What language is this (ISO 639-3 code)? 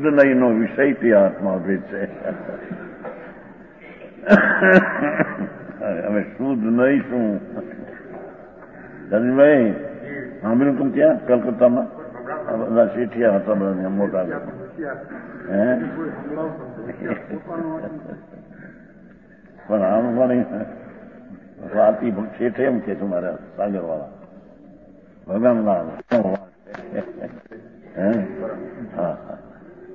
guj